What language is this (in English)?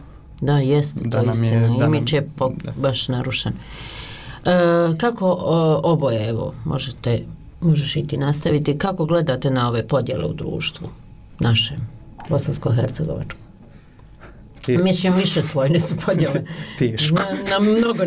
Bosnian